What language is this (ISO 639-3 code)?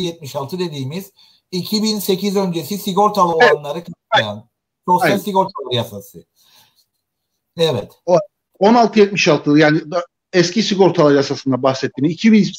tur